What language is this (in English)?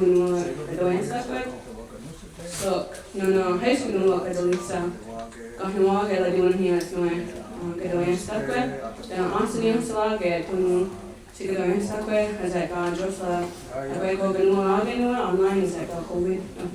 Mohawk